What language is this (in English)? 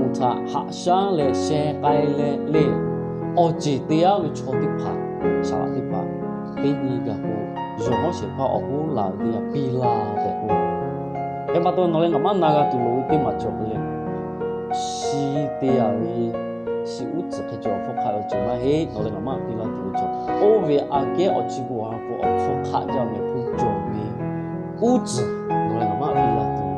Lahu